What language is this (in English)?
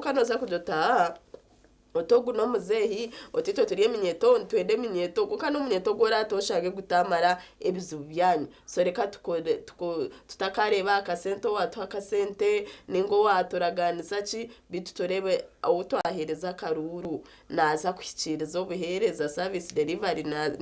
Nyankole